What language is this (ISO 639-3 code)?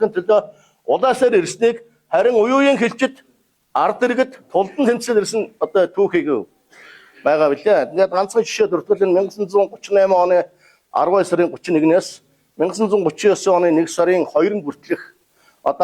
mon